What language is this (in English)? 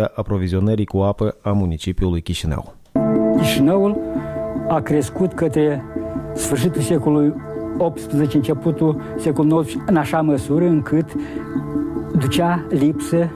Romanian